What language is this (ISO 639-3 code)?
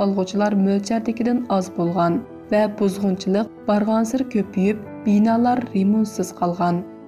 uig